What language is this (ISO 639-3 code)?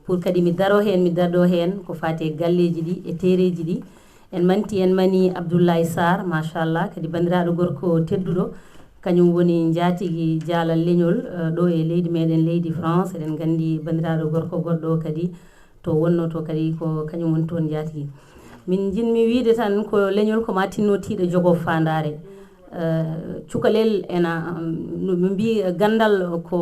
ful